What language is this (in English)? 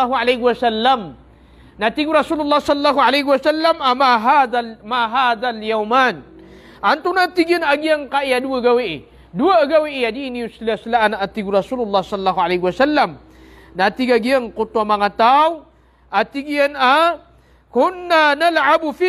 Maranao